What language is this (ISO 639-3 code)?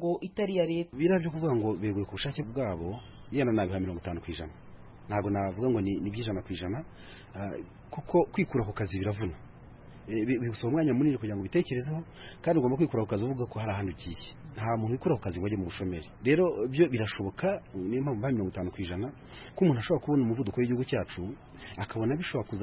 kin